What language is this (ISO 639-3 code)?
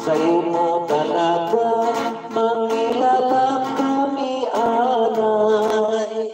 hil